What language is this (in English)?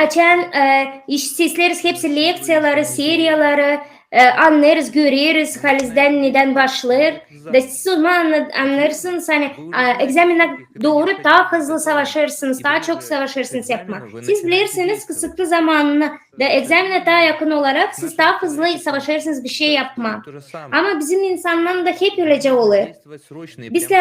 Gagauz